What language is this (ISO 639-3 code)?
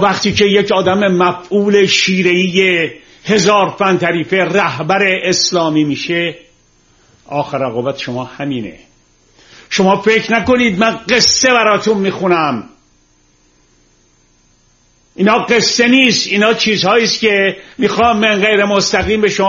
fas